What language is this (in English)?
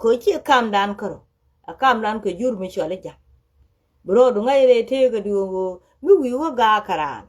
Nuer